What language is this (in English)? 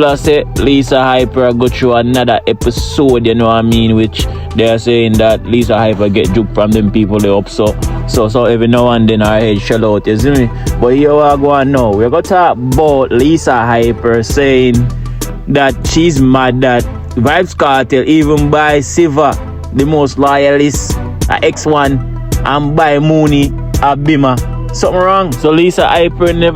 Jamaican Creole English